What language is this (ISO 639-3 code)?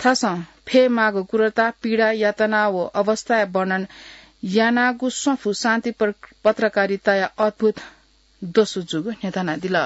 new